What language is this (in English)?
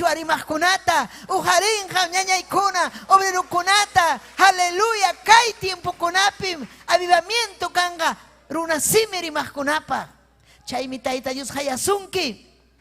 Ayacucho Quechua